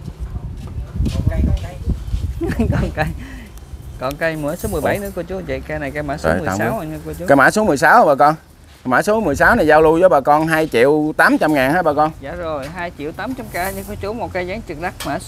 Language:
Vietnamese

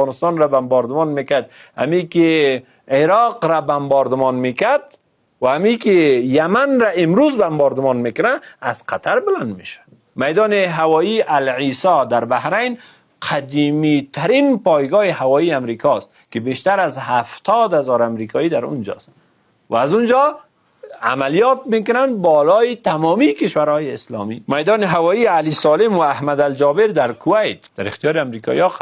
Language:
Persian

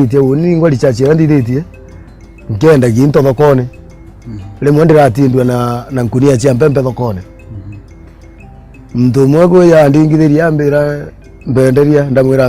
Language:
Meru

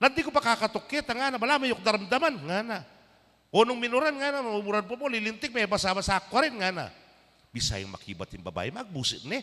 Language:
Pampanga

